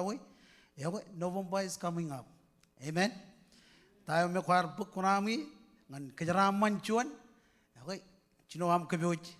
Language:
Marshallese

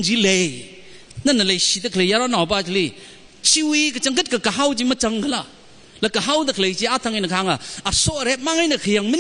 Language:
Tangkhul Naga (India)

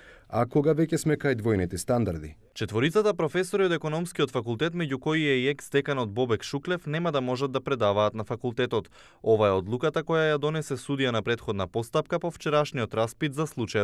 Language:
Macedonian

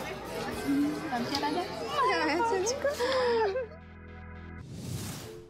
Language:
Slovak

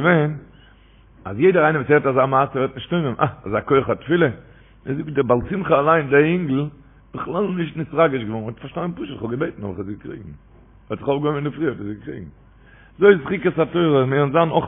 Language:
Yiddish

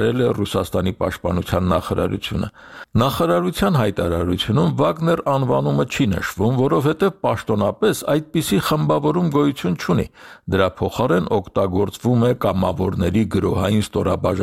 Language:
Armenian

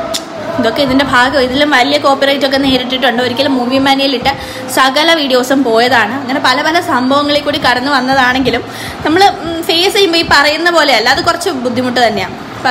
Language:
Malayalam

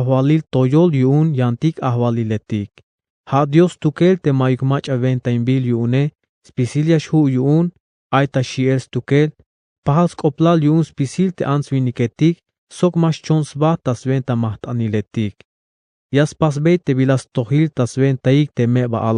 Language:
Tzeltal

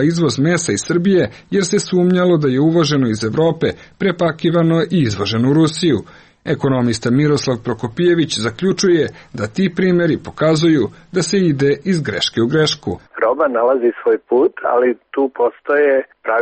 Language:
Serbian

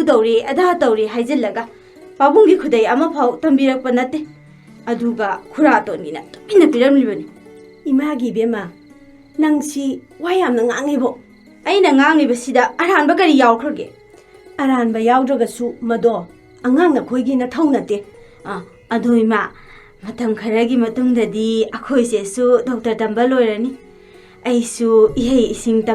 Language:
Manipuri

